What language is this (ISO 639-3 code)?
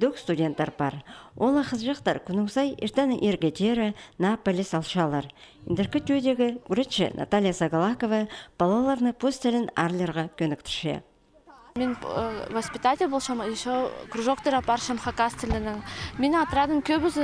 kjh